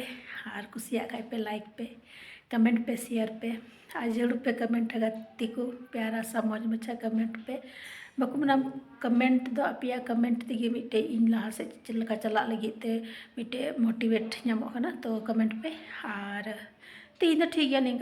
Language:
Santali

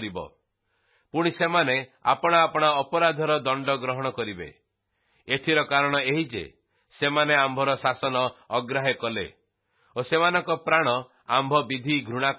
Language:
Odia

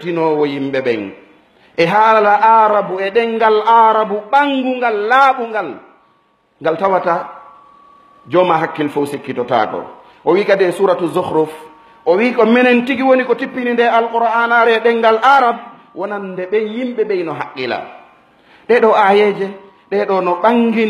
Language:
Fula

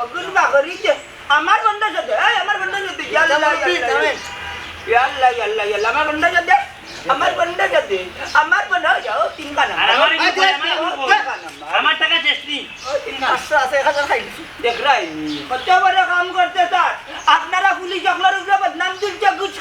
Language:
Sylheti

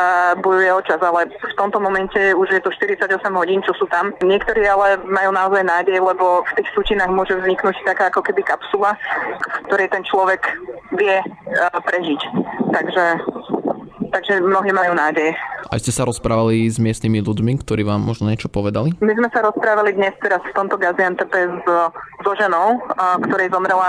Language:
Slovak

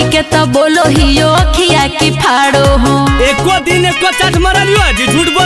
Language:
Magahi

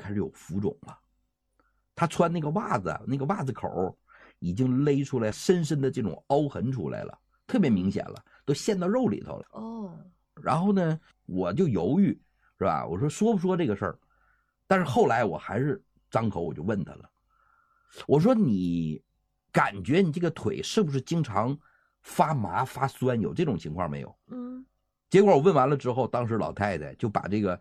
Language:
Chinese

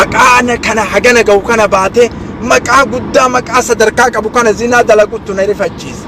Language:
Oromo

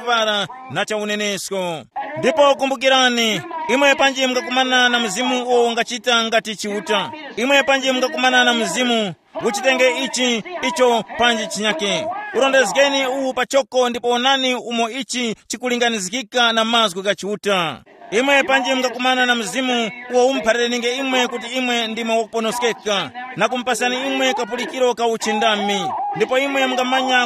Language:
Tumbuka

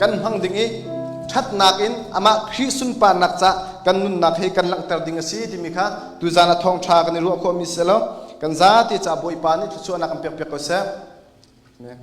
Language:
Hakha Chin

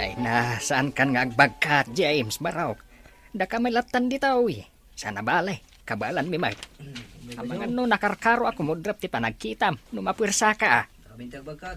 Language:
Iloko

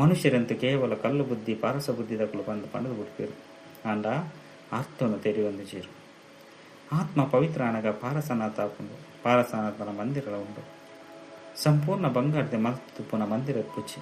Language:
Tulu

